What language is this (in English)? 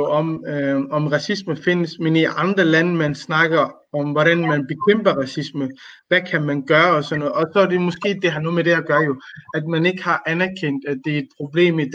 Danish